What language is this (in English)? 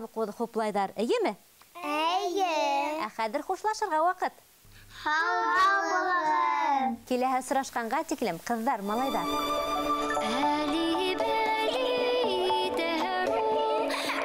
Bashkir